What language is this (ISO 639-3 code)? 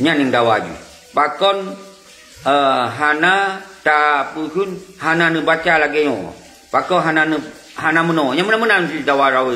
ace